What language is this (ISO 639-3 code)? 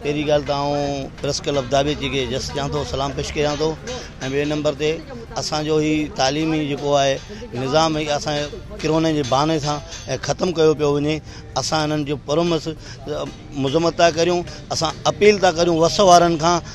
snd